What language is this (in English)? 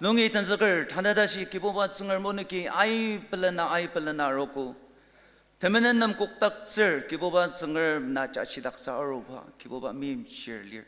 Ao Naga